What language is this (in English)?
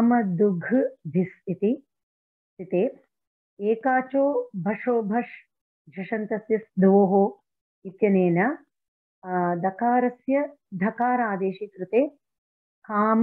Sanskrit